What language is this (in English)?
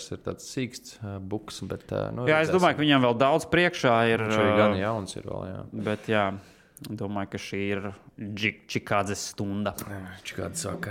Latvian